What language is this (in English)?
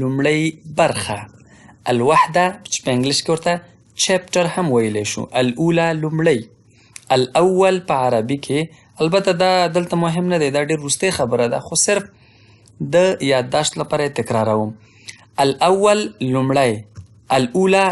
Pashto